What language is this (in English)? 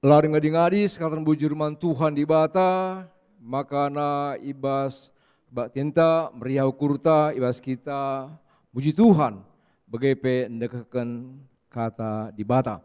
Batak Karo